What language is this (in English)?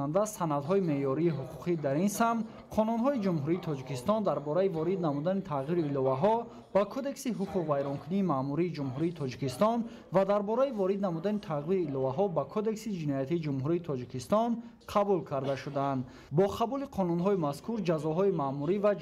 Tajik